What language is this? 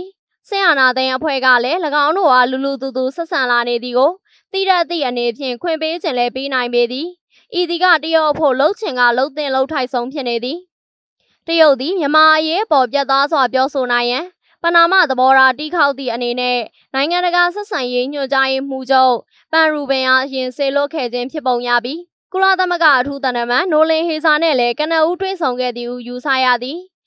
Burmese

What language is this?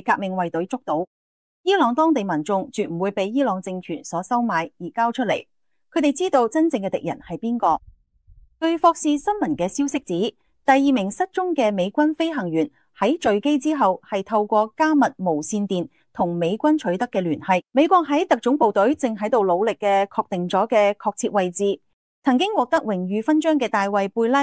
Cantonese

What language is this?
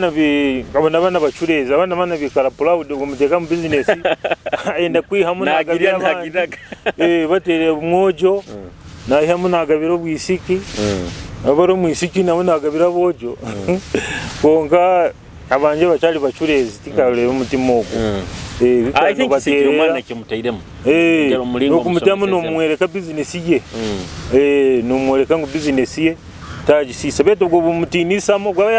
Nyoro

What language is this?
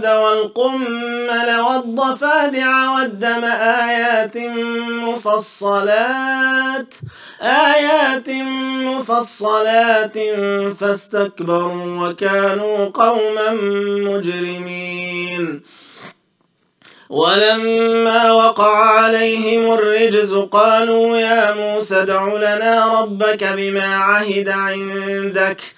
Arabic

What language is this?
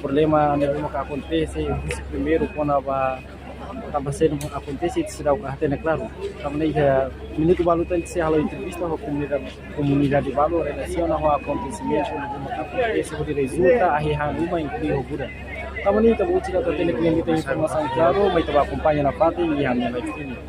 Tetum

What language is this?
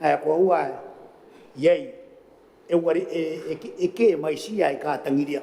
Gilbertese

